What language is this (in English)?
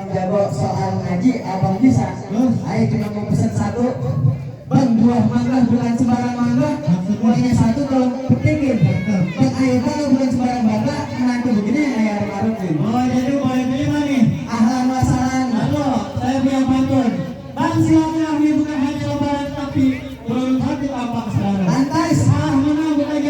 Betawi